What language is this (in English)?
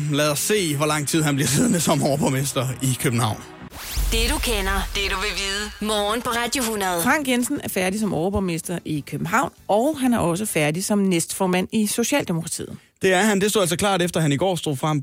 Danish